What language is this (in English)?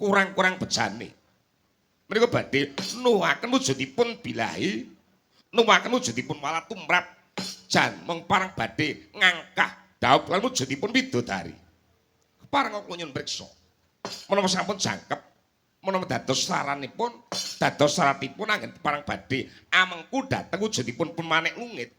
Javanese